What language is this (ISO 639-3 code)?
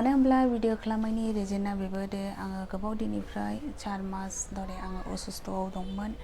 brx